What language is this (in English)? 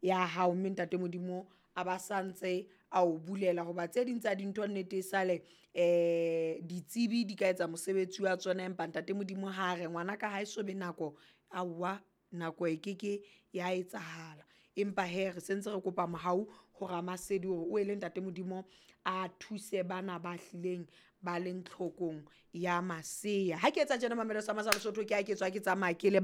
Southern Sotho